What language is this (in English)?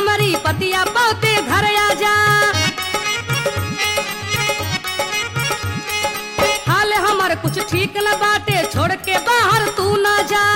Bhojpuri